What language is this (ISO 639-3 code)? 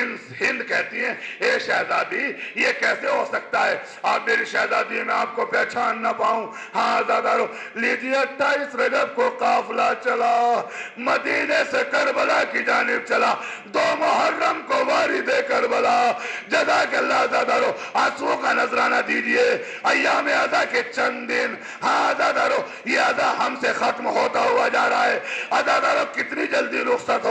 urd